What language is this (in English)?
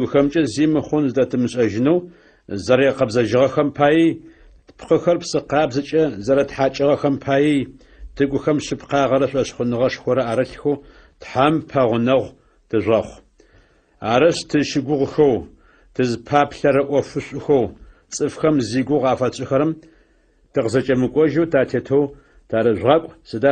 Adyghe